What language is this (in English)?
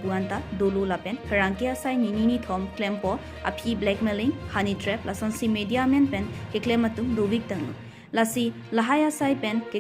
Karbi